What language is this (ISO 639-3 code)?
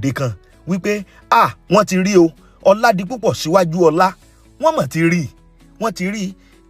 yor